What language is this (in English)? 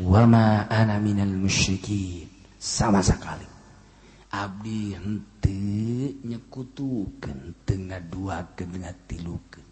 Sundanese